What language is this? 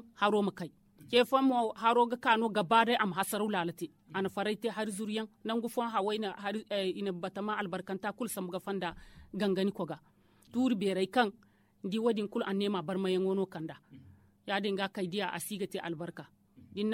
Zarma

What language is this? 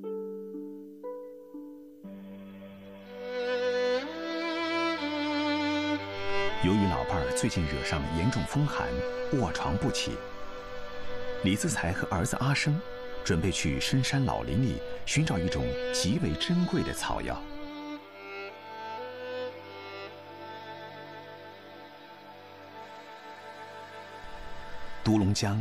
Chinese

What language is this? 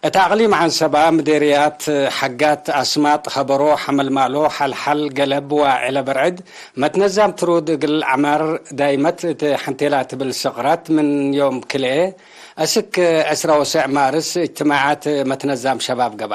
Tigre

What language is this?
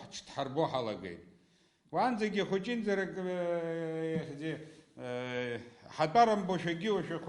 Abkhazian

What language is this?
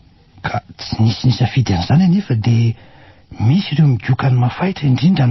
Malagasy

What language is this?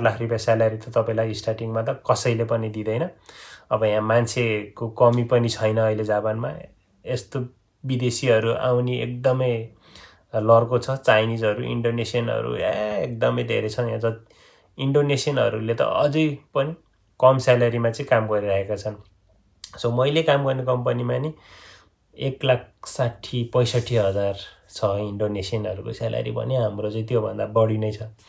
Nepali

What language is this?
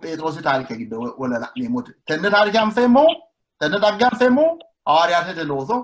Sidamo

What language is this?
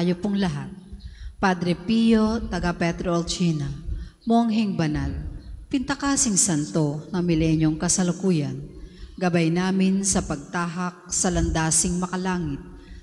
Filipino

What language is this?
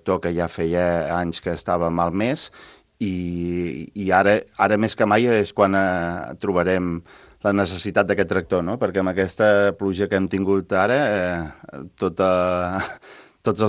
Catalan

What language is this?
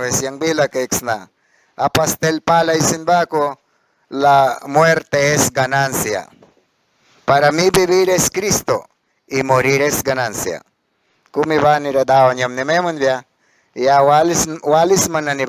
Mískito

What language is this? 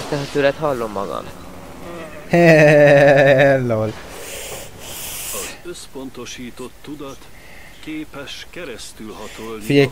Hungarian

